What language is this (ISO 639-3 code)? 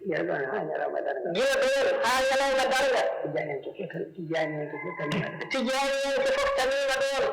ful